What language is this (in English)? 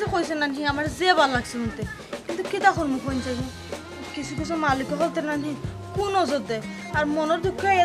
Sylheti